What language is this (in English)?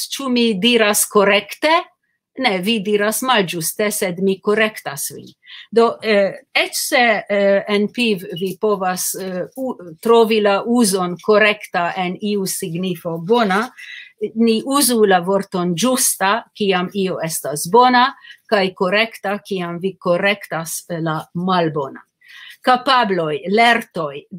Esperanto